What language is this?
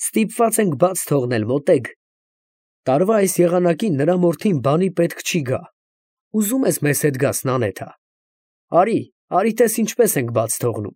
Armenian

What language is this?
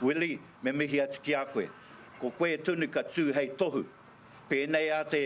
Māori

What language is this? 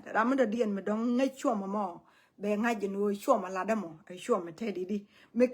Nuer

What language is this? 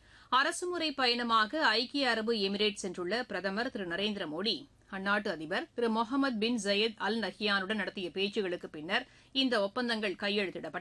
Tamil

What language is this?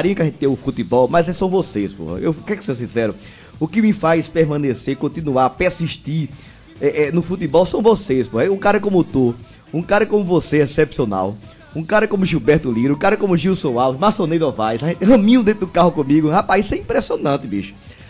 Portuguese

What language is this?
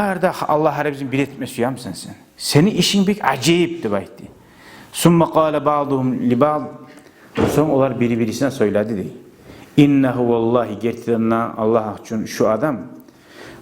Kumyk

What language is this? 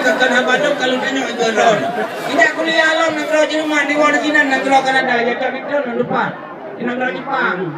Achinese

